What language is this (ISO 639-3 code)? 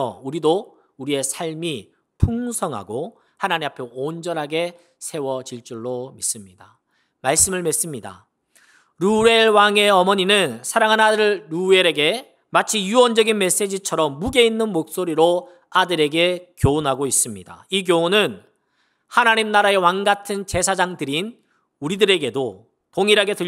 kor